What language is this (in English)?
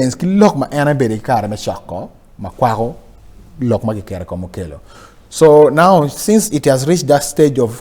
Acoli